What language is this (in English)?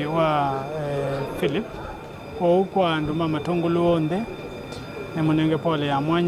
Kamba